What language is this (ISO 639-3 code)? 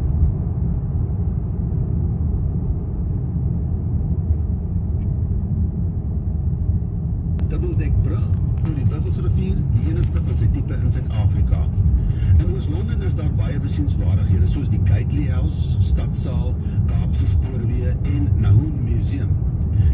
afr